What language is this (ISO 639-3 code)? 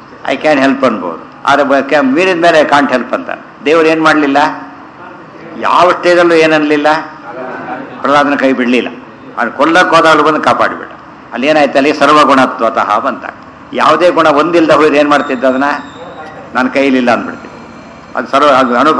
kan